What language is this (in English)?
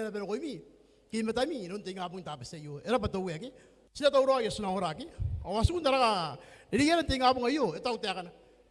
Gilbertese